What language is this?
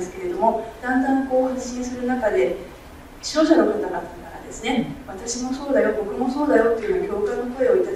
Japanese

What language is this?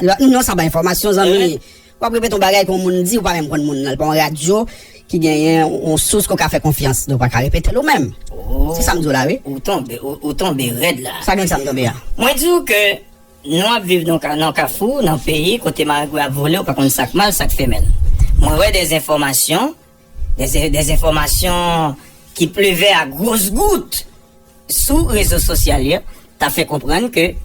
Haitian Creole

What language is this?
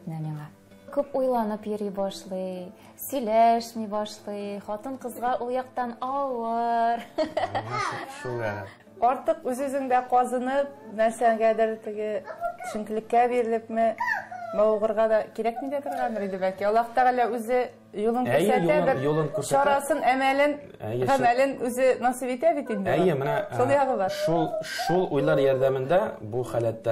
Tatar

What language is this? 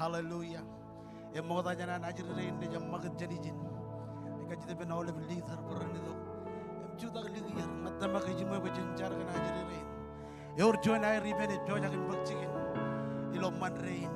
Marshallese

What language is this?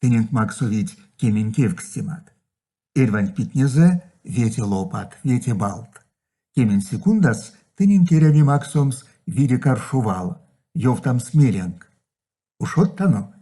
Erzya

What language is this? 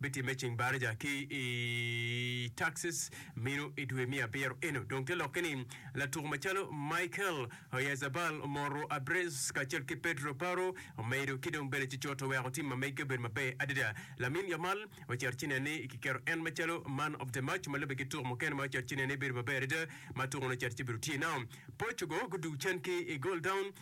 Acoli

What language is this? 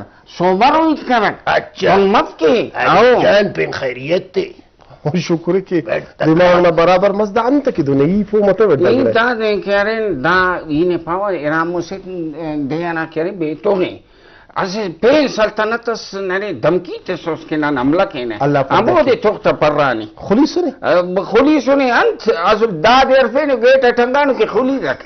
Brahui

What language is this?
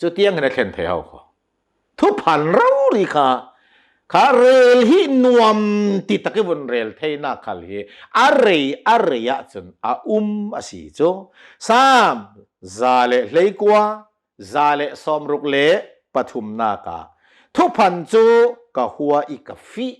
Hakha Chin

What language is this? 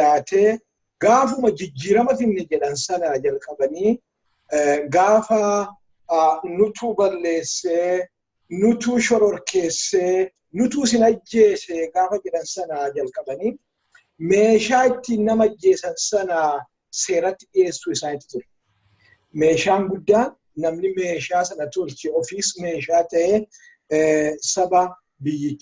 Oromo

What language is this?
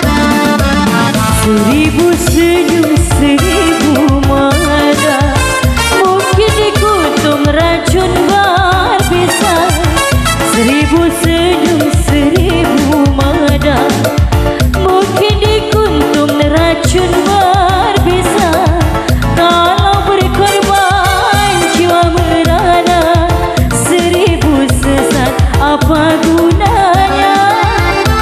Malay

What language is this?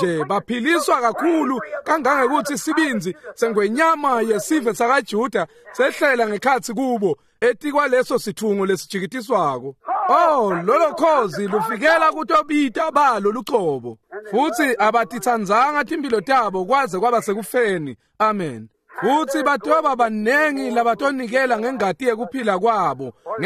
Swati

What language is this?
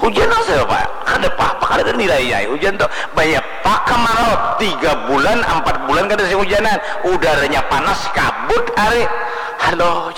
Banjar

